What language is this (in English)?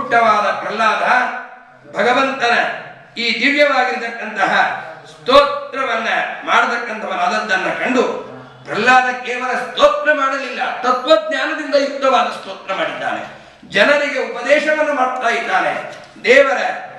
Kannada